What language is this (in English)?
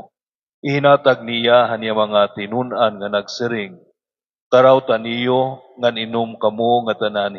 Waray